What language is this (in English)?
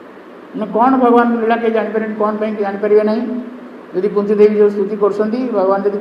Odia